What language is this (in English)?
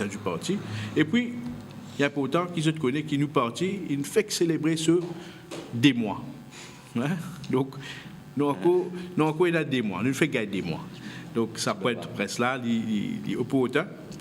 Morisyen